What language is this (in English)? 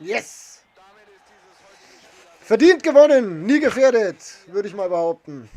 Bavarian